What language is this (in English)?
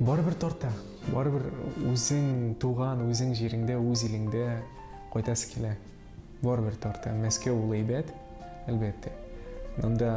Tatar